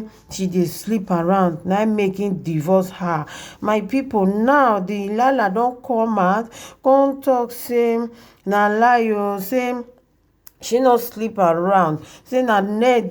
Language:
Nigerian Pidgin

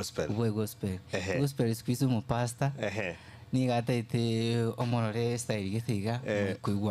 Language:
Gusii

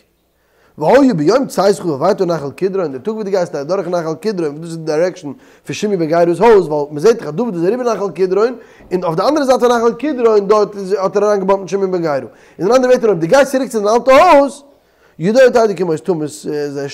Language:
Yiddish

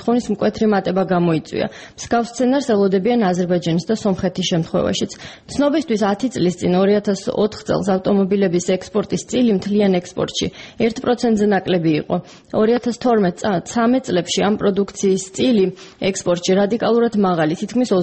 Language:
Georgian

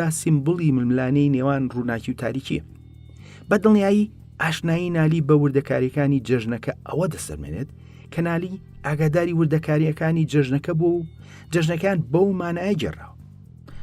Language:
Central Kurdish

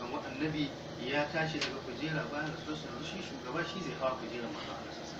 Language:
Hausa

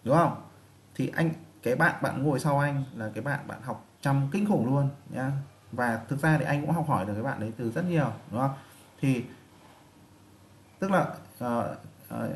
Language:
Vietnamese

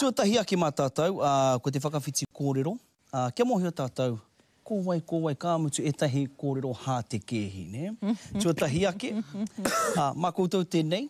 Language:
Māori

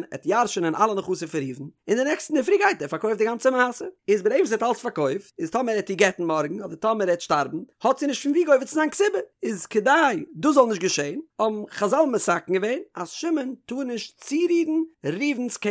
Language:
Yiddish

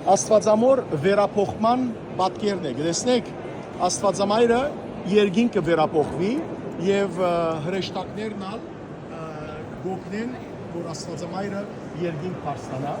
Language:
Western Armenian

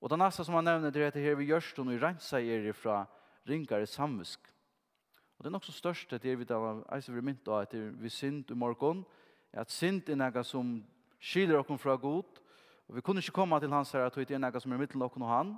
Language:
Faroese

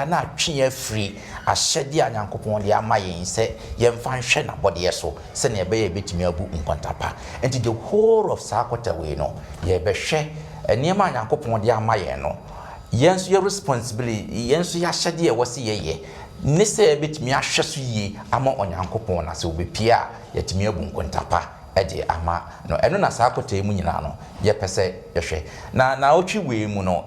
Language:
Akan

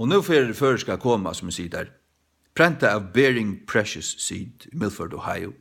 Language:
Faroese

